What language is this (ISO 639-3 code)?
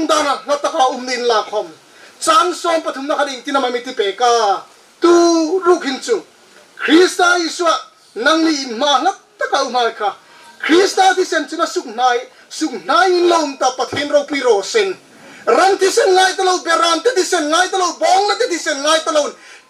hmr